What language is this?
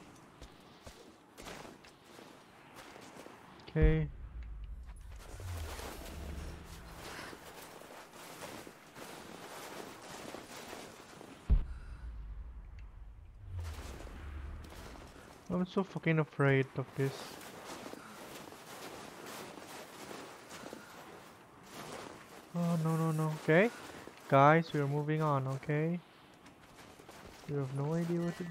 English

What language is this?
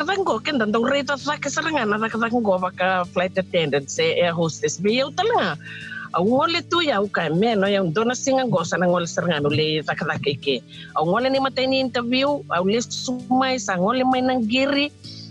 Fijian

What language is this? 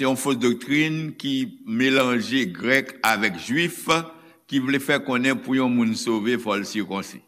Haitian Creole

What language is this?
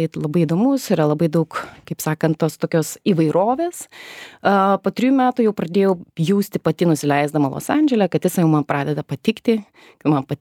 Lithuanian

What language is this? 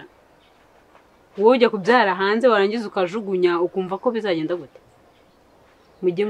Kinyarwanda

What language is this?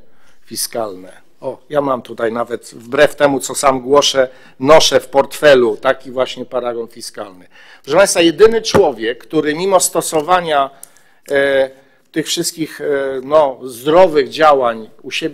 Polish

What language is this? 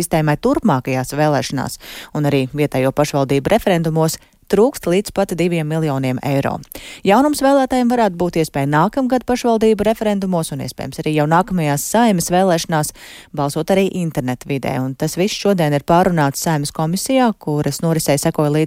Latvian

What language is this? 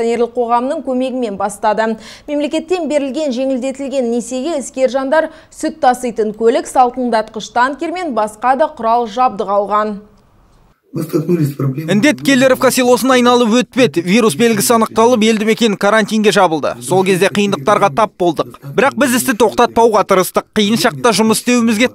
Kazakh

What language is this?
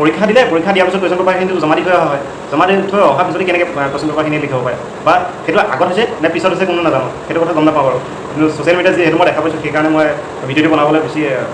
Assamese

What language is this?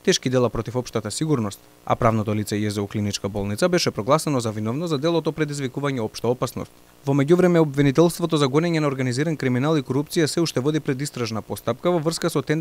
Macedonian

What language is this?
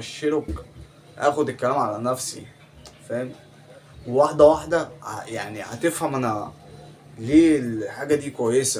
Egyptian Arabic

